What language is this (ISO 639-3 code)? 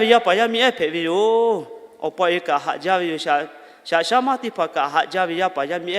lhu